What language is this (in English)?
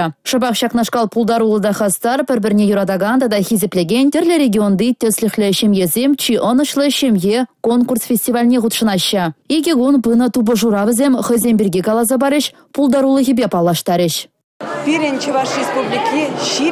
Chuvash